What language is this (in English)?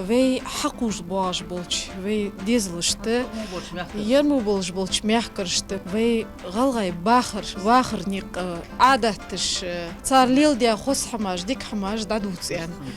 Ingush